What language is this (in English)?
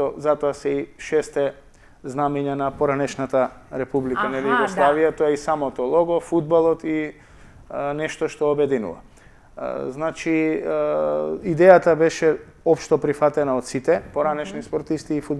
Macedonian